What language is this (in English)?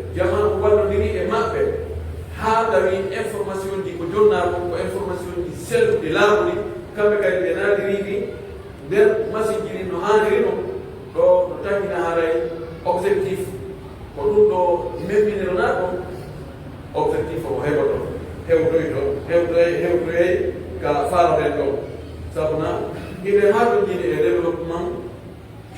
Pular